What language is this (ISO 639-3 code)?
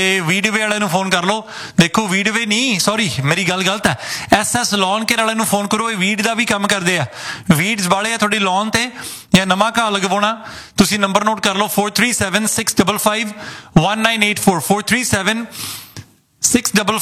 pan